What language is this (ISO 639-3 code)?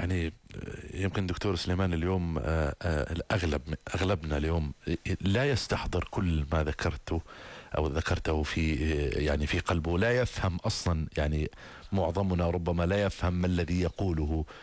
ara